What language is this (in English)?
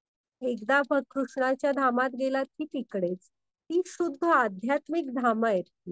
Marathi